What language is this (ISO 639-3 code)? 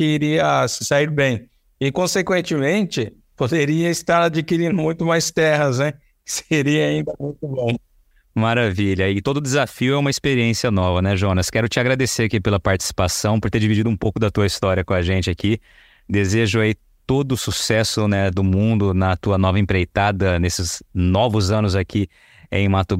por